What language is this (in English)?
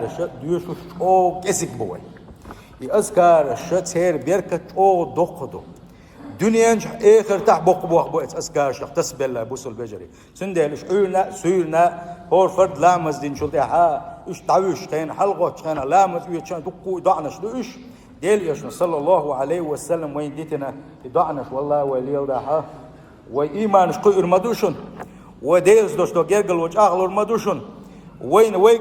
Chechen